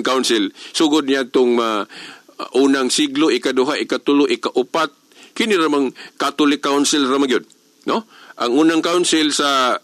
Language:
Cebuano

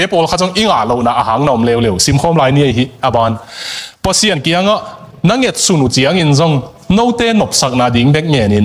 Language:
Tedim Chin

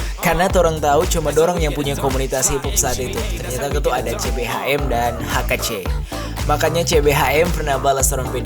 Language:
Manado Malay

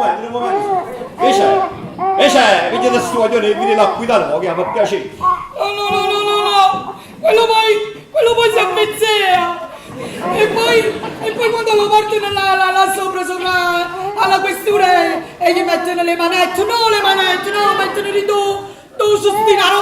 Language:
Neapolitan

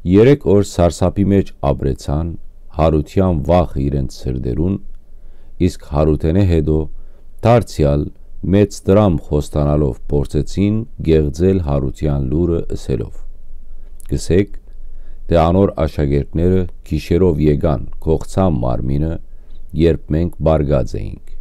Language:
Western Armenian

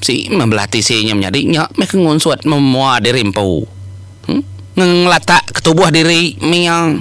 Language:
Iban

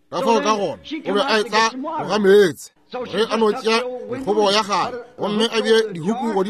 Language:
Northern Sotho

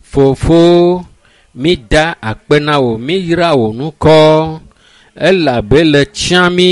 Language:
Ewe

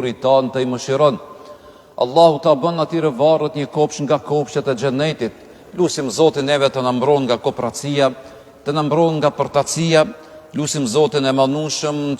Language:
Albanian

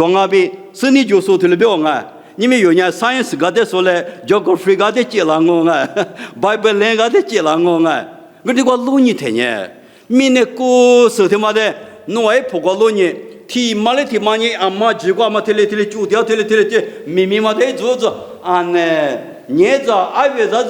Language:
Lisu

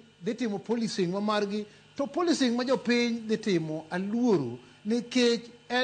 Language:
Luo (Kenya and Tanzania)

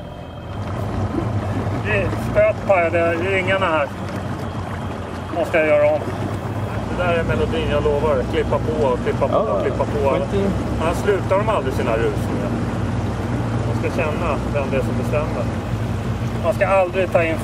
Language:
Swedish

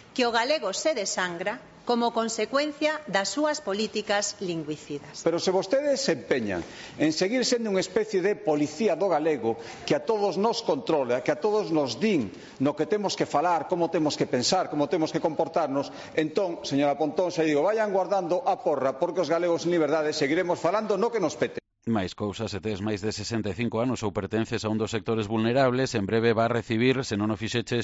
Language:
Galician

